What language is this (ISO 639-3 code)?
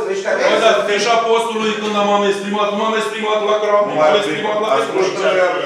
ron